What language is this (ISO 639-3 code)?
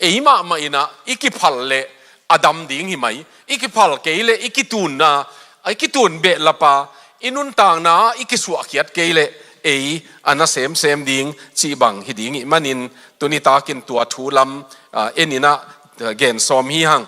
ctd